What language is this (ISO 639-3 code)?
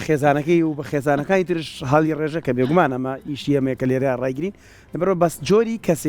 ckb